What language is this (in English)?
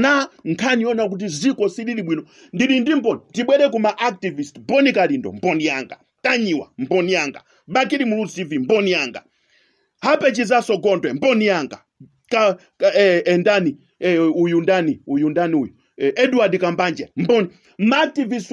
Nyanja